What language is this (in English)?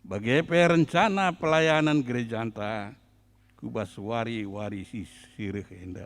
Batak Karo